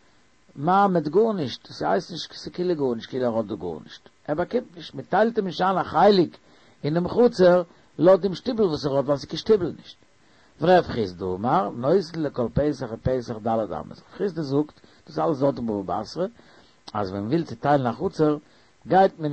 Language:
Yiddish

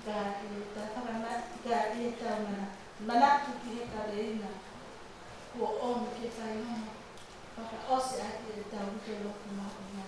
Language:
Tongan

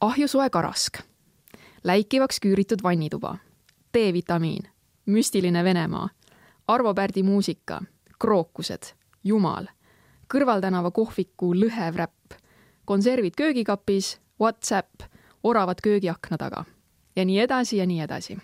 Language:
Estonian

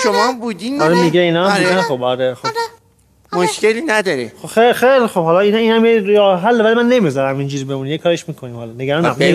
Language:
Persian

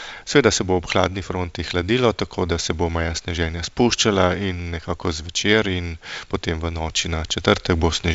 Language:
Slovenian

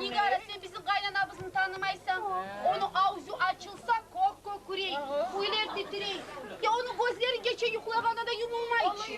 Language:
Kumyk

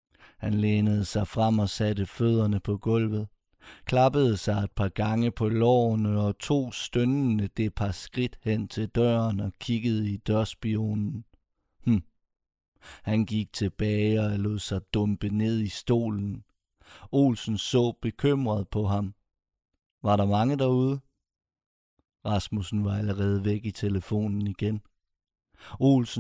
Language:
Danish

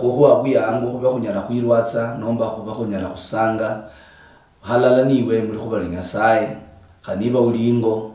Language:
Luyia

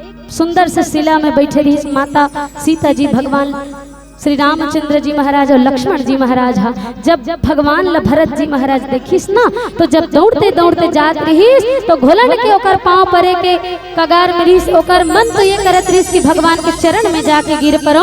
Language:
Chhattisgarhi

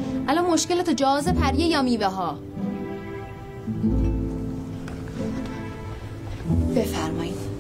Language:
Persian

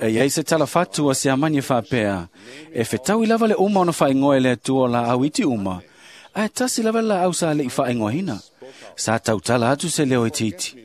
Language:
Samoan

